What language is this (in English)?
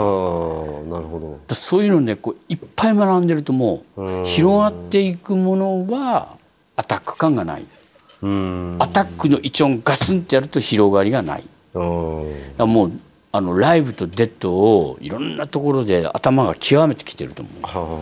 Japanese